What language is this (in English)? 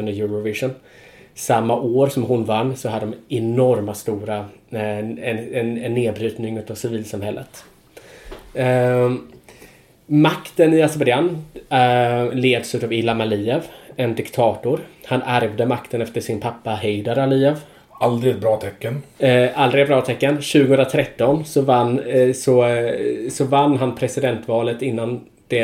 Swedish